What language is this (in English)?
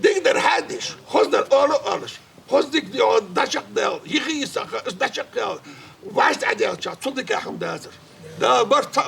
Ingush